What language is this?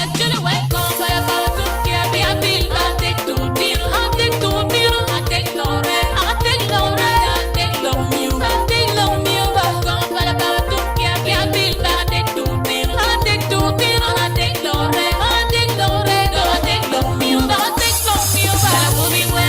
Acoli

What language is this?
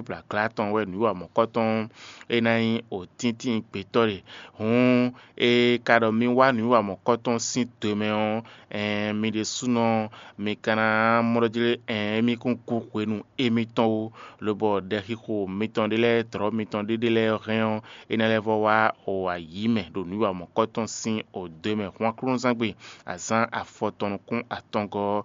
Fon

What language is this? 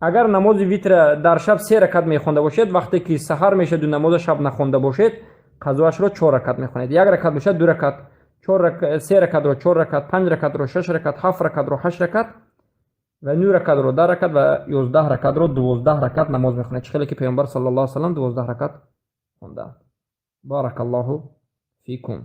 Tajik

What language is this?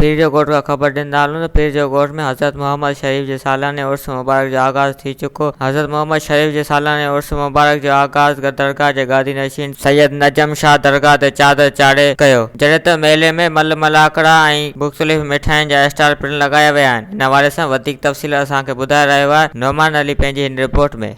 Sindhi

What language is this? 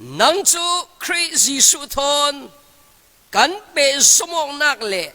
Falam Chin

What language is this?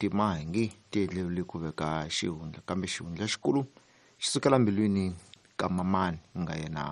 Tsonga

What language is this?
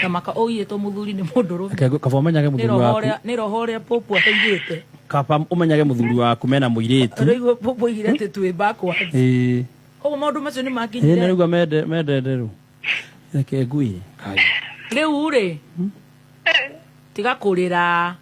Kikuyu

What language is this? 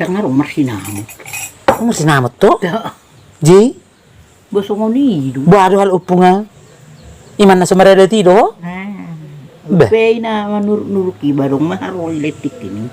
Batak Toba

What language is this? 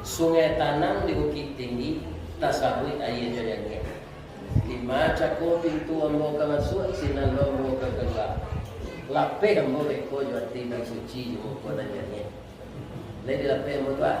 Minangkabau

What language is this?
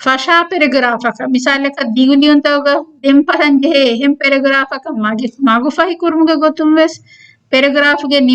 Divehi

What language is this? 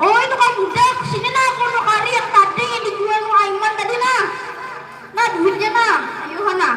Banjar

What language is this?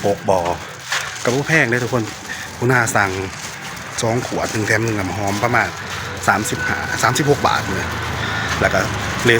Northeastern Thai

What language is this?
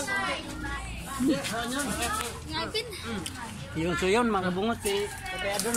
Filipino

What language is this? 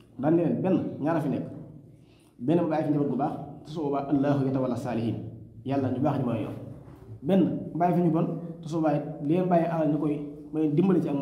Wolof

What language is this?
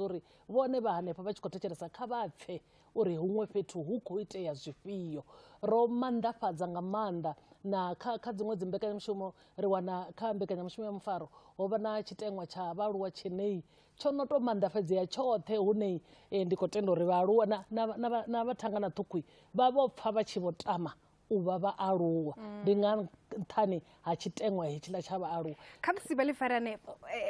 Venda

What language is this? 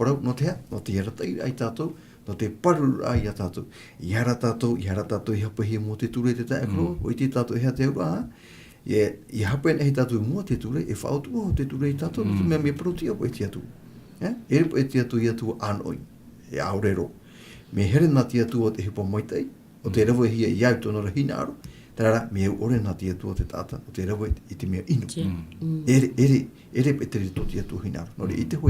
Tahitian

